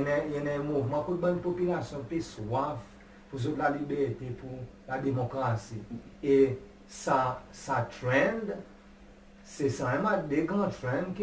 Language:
Seselwa Creole French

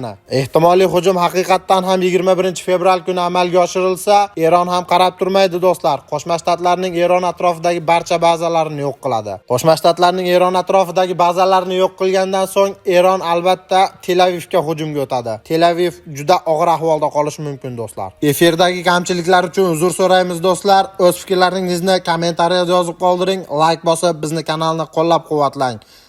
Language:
Uzbek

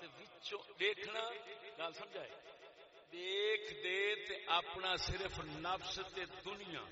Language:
Saraiki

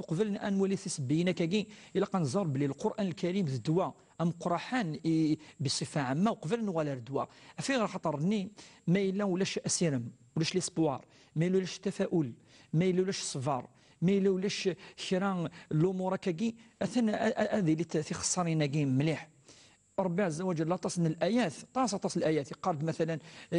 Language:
Kabyle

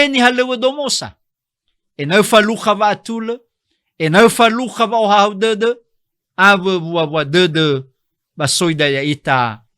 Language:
Nias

